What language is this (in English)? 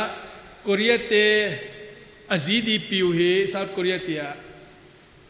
Paite Chin